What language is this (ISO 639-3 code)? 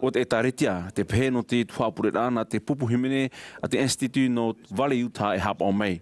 tah